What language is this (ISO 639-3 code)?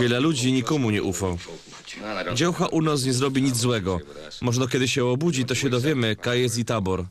szl